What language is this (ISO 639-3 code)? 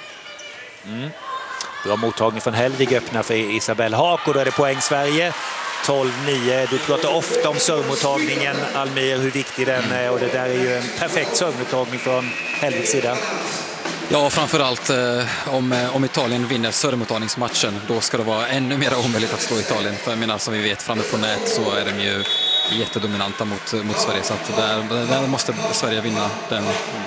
swe